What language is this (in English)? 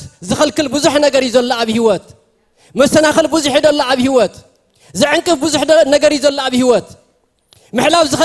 Tigrinya